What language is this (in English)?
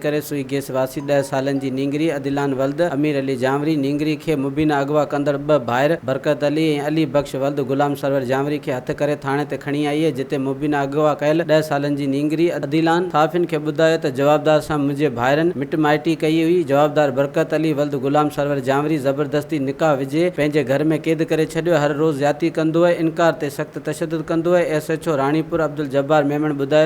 Sindhi